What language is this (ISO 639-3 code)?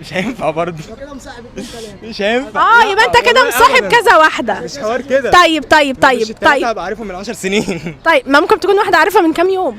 arz